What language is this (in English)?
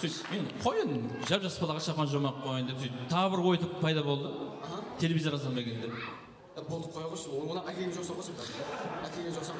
Kara-Kalpak